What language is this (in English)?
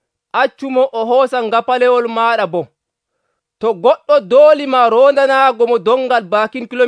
Nigerian Fulfulde